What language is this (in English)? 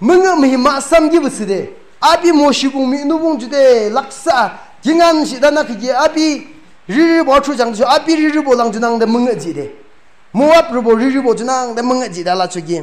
Yimchungru Naga